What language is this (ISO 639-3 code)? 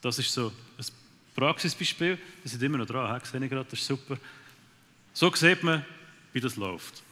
gsw